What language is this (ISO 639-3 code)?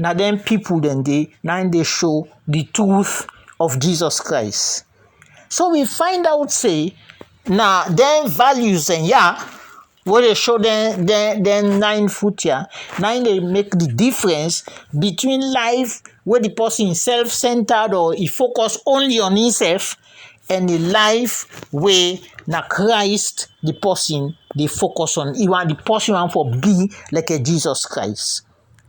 kri